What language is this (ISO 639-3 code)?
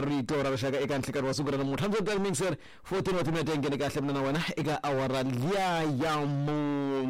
tso